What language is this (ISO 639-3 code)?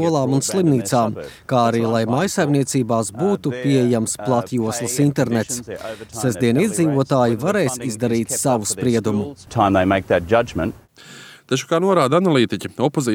lav